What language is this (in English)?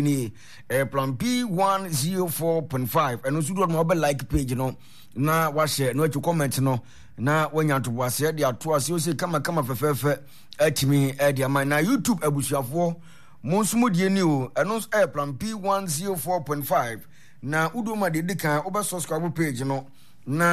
Akan